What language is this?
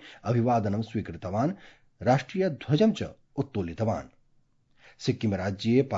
Sanskrit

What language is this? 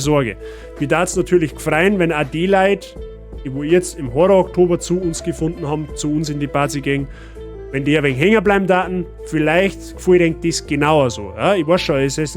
Bavarian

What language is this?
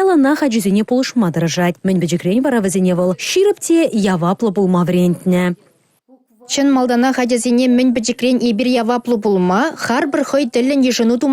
Chuvash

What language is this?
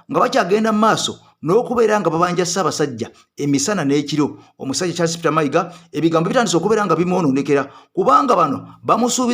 Ganda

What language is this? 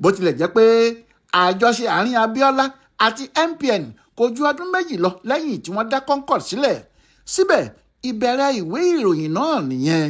Yoruba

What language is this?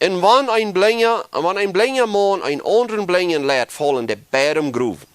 Plautdietsch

